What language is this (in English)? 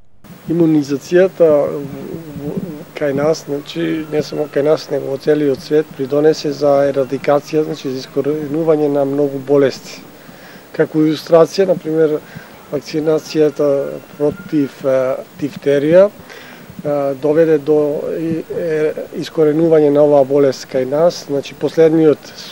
Macedonian